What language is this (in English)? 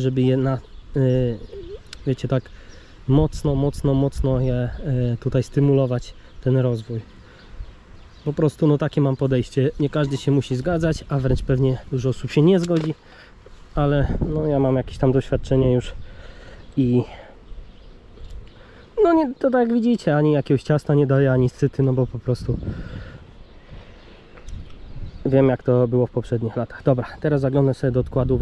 Polish